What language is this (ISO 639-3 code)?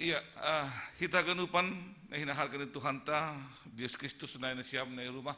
bts